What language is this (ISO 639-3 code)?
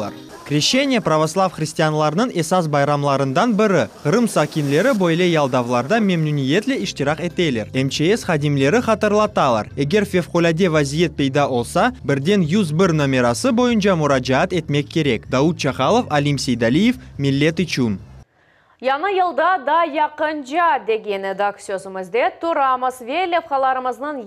crh